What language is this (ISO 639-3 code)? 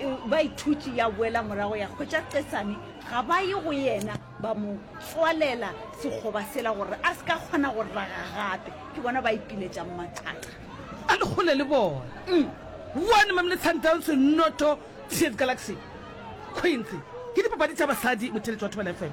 nso